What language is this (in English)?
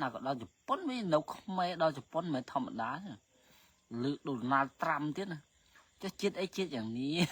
Khmer